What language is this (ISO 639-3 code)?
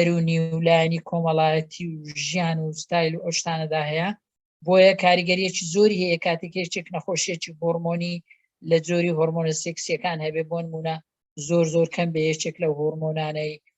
ckb